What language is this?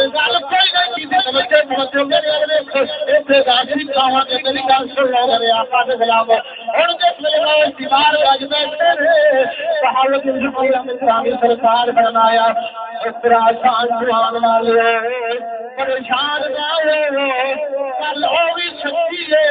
Saraiki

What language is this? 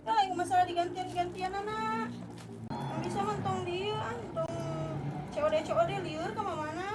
Sundanese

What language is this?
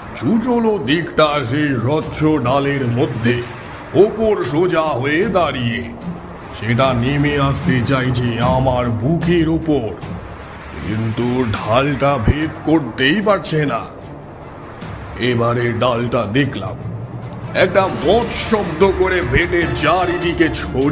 Bangla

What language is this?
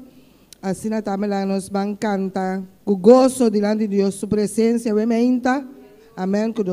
Papiamento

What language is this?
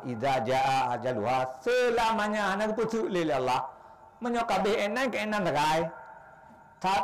Achinese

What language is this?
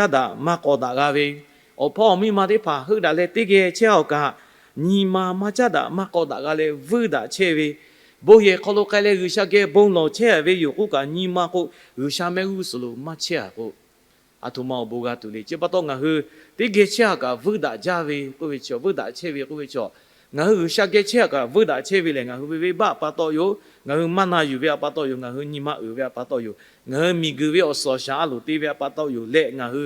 Lahu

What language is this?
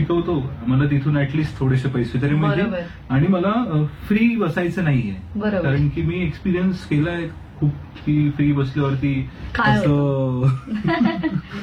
Marathi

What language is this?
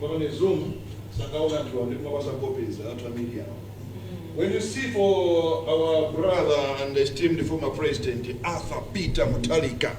Nyanja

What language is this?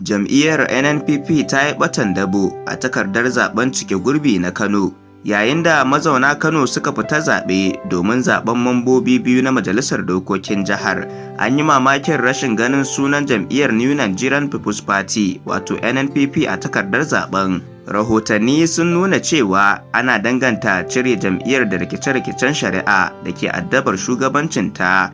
Hausa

